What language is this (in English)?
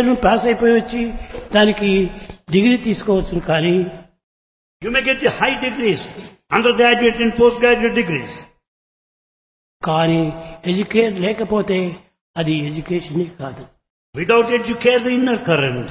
Telugu